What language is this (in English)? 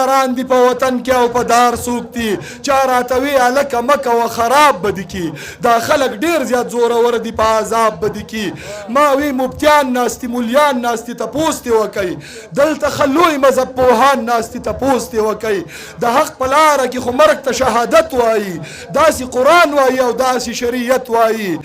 Pashto